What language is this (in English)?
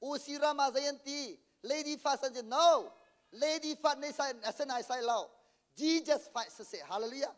Hakha Chin